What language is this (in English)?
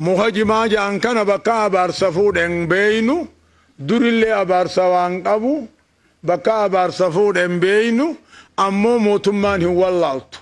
Oromo